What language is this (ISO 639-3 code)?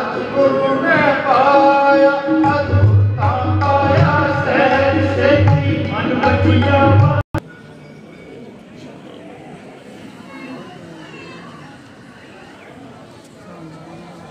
pan